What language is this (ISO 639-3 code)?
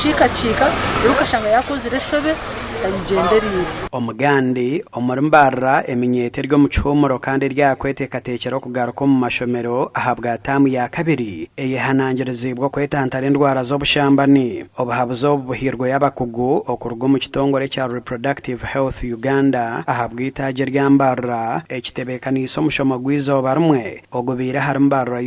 nyn